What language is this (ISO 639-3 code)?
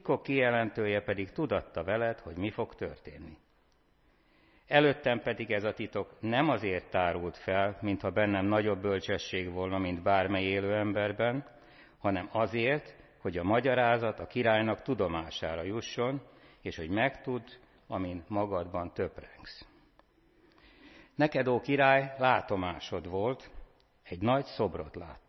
hun